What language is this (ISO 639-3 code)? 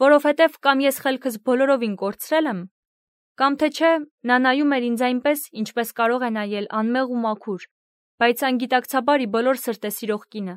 hye